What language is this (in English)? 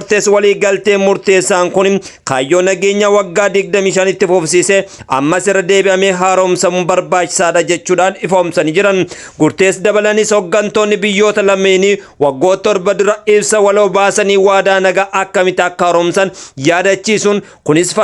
Oromo